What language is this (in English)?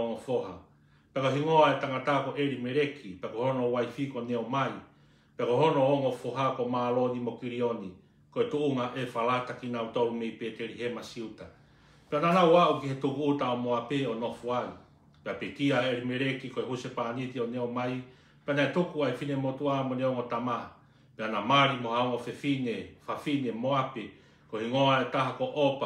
Tongan